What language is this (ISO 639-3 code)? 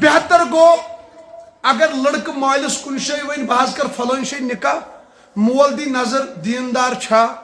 kas